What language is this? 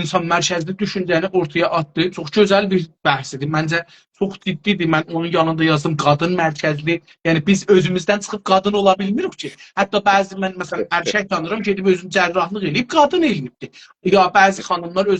South Azerbaijani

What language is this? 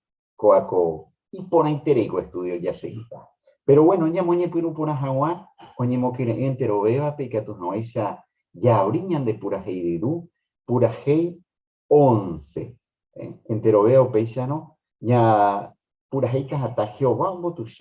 Guarani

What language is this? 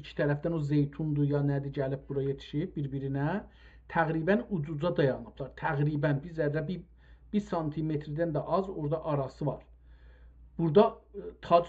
South Azerbaijani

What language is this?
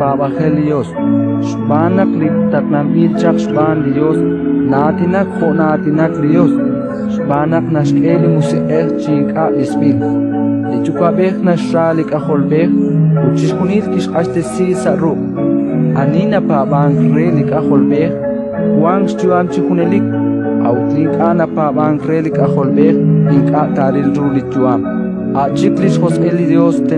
Kekchí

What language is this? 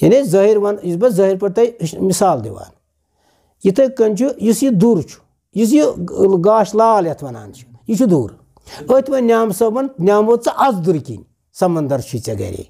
Kashmiri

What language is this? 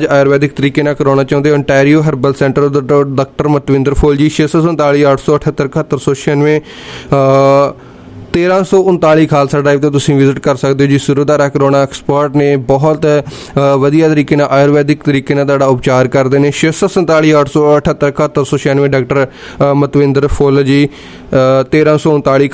Punjabi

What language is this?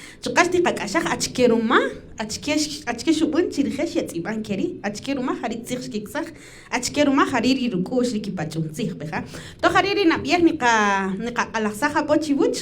Kaqchikel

